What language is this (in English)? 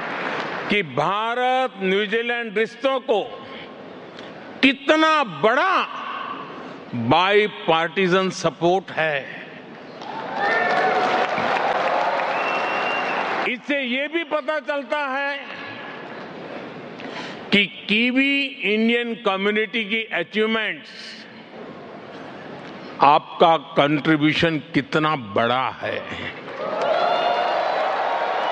Hindi